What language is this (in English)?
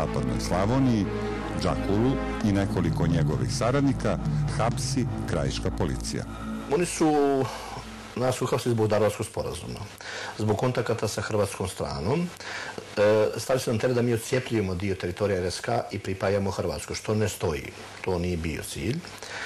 Serbian